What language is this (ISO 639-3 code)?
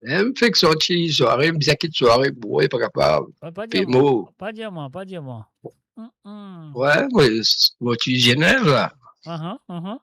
mfe